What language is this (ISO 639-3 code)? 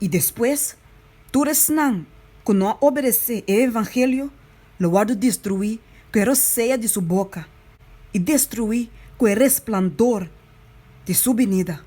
pap